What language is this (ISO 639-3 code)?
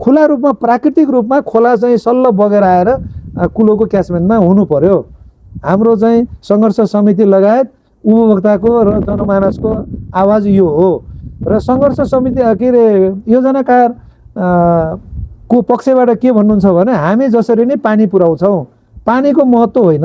nep